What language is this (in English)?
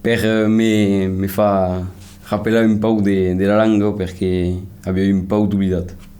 Occitan